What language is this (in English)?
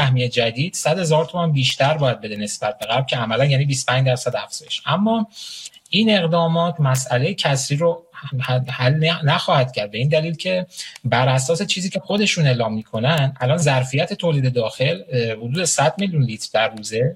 Persian